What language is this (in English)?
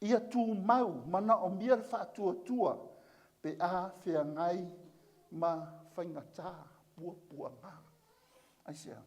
Samoan